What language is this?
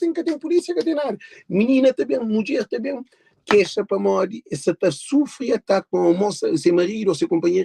Kabuverdianu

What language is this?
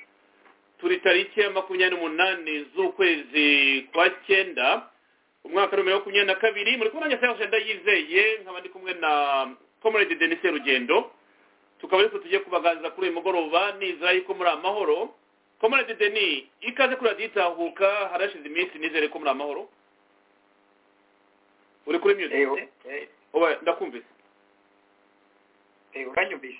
Kinyarwanda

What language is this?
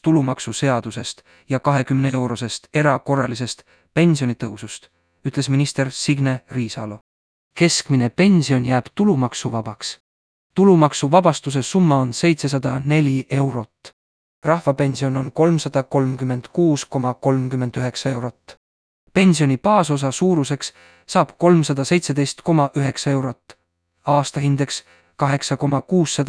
Estonian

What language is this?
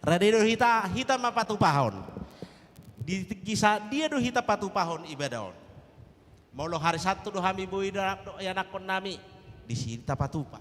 Batak Toba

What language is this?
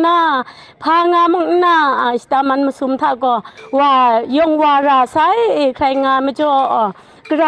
Kachin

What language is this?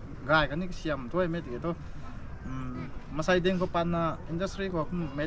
Rongmei Naga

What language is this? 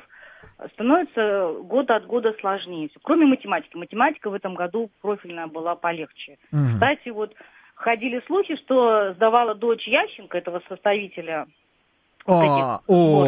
Russian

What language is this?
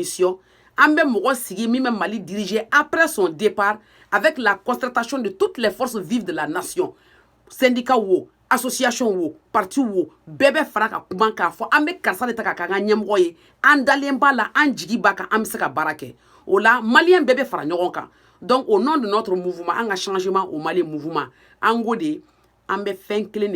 Bambara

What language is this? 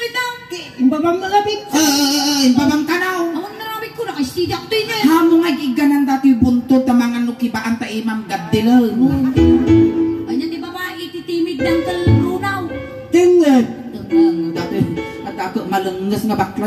Iloko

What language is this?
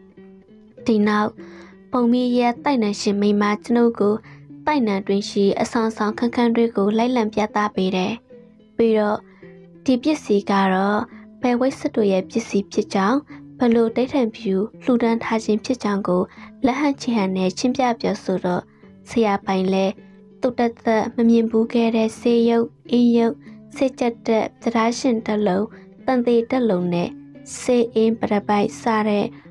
Burmese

